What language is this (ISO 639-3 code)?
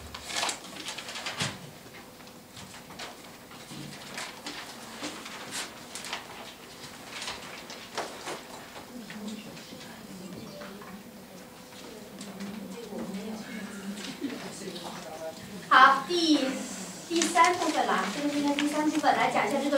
zho